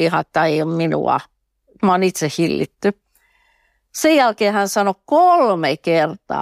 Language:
Finnish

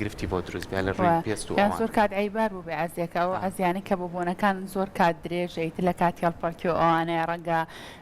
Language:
Central Kurdish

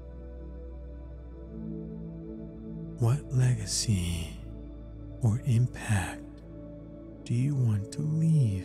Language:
English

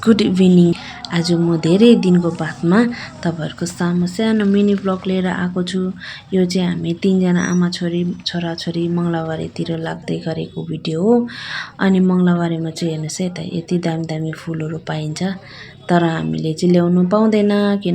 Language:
Nepali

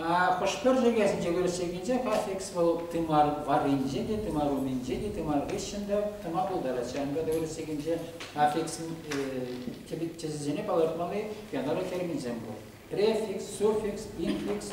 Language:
Chuvash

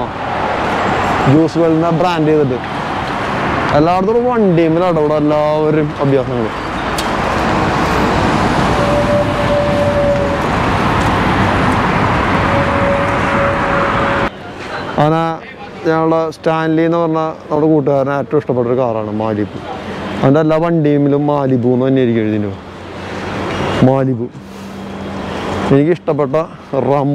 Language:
Malayalam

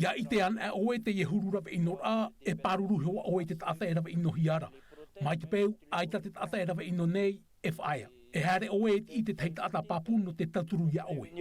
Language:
Tahitian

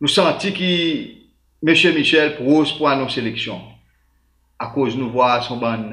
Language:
Seselwa Creole French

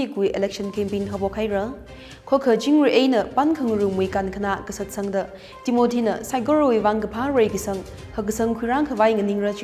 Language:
Tangkhul Naga (India)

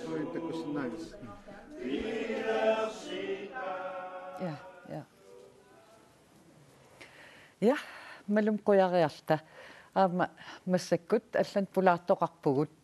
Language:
Kalaallisut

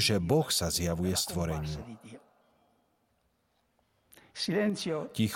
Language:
Slovak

